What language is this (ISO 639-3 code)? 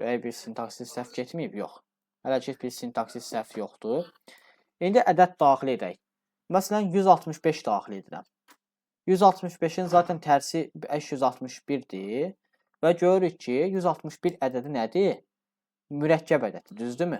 aze